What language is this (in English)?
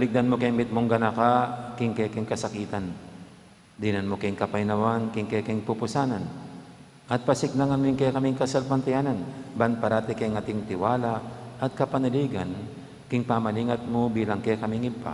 Pampanga